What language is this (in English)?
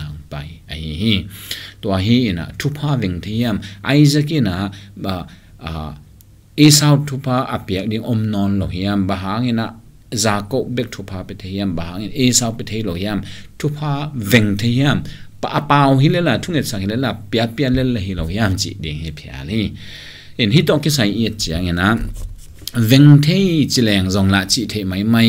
Tedim Chin